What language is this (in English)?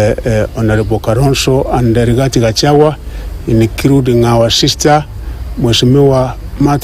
Gusii